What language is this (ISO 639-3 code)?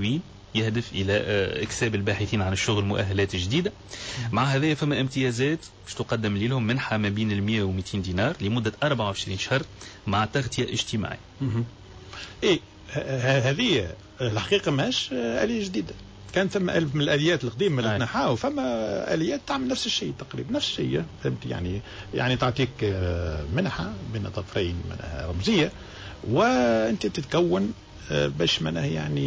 aeb